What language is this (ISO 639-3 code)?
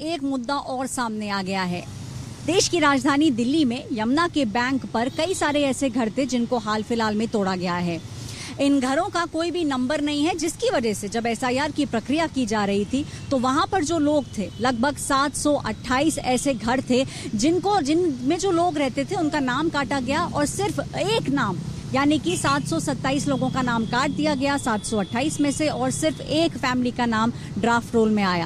hin